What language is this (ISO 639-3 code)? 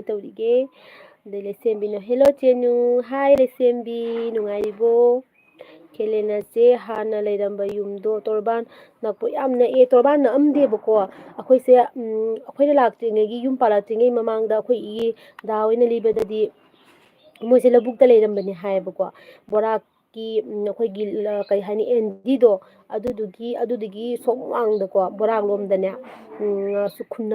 mni